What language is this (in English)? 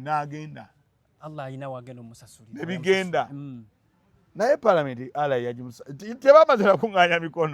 Ganda